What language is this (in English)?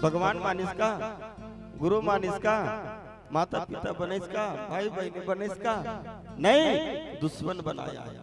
Chhattisgarhi